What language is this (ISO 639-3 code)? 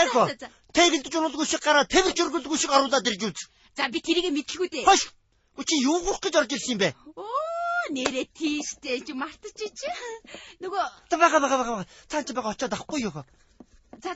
mon